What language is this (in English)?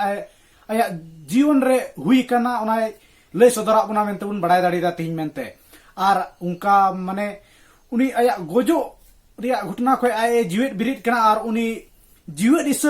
Santali